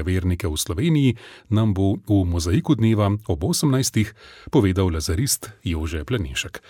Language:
Slovenian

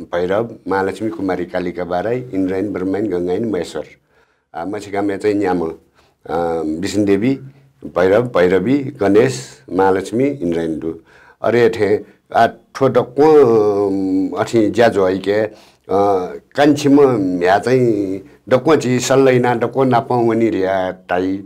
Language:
Newari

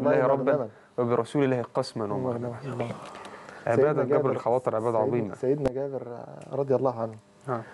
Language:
Egyptian Arabic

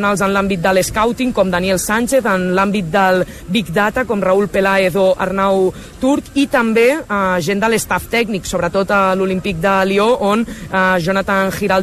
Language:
Catalan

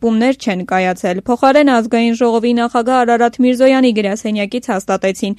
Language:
Armenian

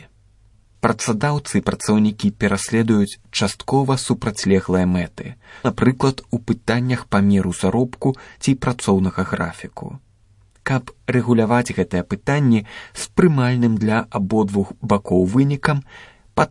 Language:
Belarusian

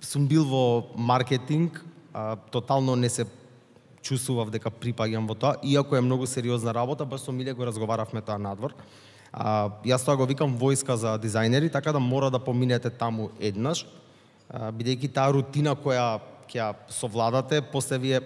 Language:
Macedonian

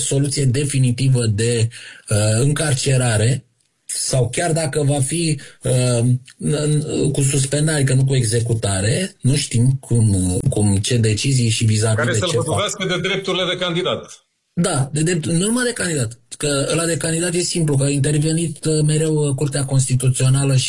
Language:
Romanian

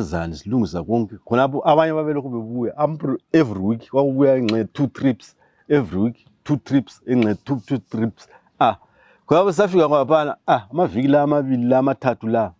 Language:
North Ndebele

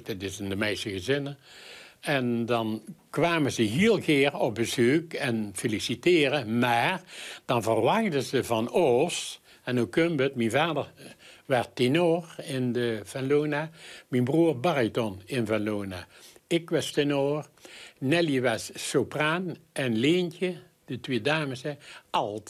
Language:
Limburgish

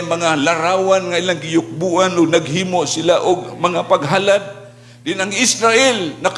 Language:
Cebuano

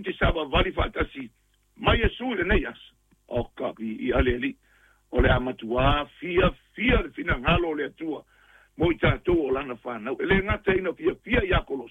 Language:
Samoan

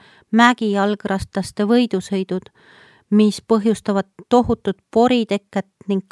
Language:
Estonian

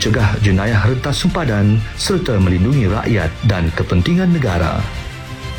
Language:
Malay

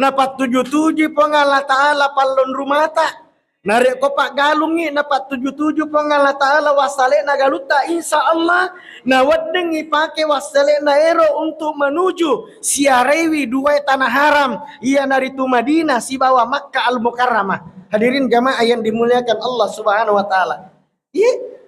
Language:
Buginese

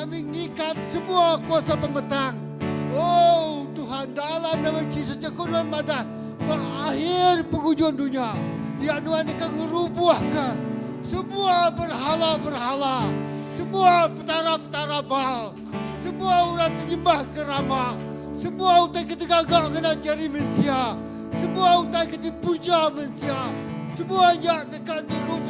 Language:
Iban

